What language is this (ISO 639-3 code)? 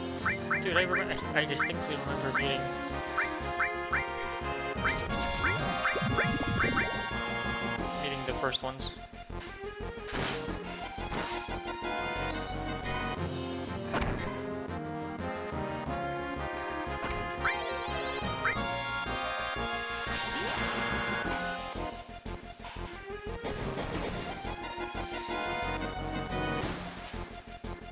eng